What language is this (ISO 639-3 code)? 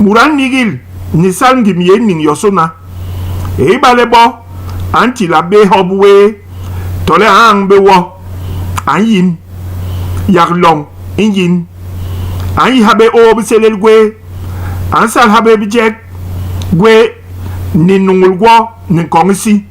bas